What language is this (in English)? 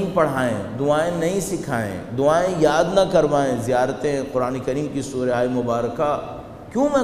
Urdu